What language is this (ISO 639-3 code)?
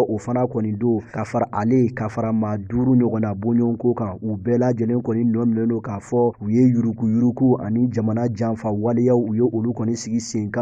bam